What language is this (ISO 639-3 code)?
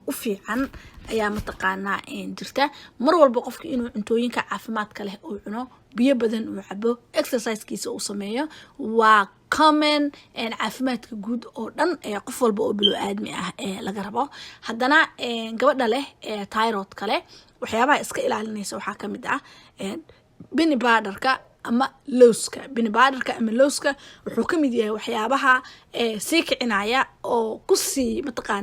som